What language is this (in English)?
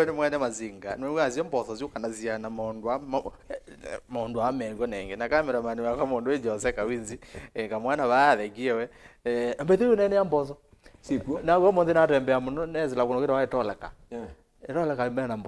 Kamba